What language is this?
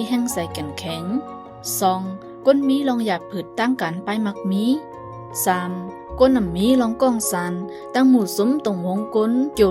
Shan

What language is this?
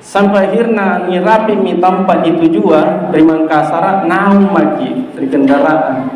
Makasar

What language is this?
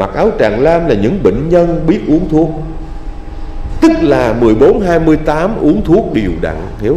Vietnamese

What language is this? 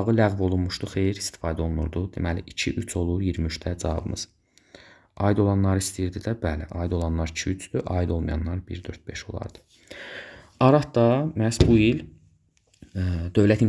Azerbaijani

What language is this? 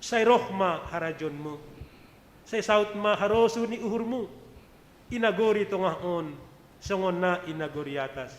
Batak Simalungun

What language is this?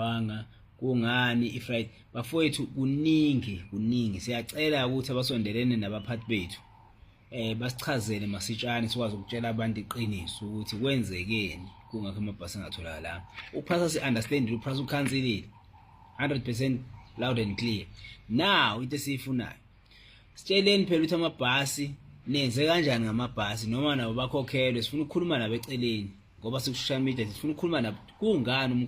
Zulu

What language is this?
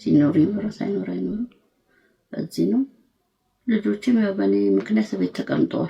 Amharic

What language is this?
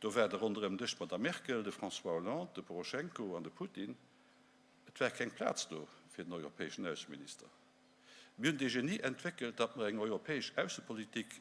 Luxembourgish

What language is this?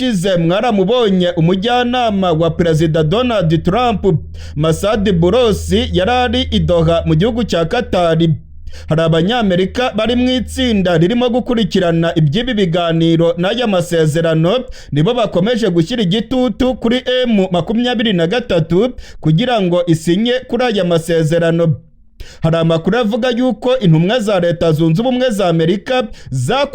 Kinyarwanda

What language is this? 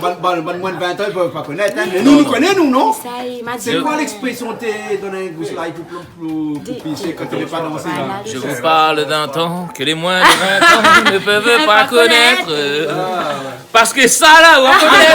Réunion Creole French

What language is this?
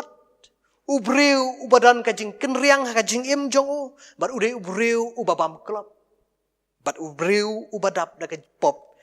Khasi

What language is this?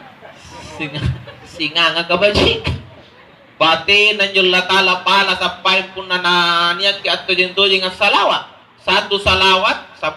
Makasar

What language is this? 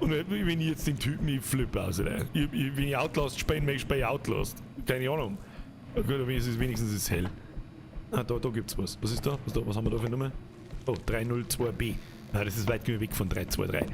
Bavarian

